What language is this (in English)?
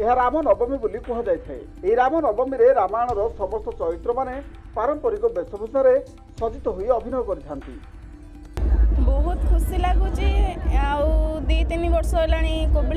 Odia